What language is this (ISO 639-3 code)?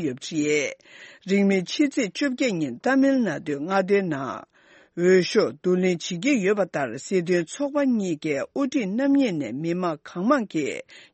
bod